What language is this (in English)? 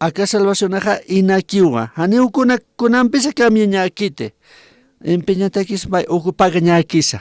Aymara